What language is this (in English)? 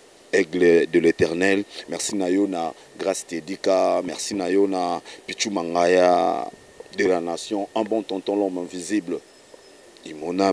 Lingala